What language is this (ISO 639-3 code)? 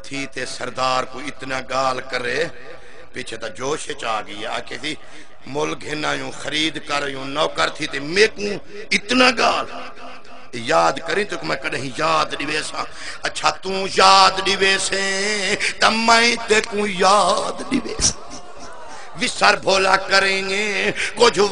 skr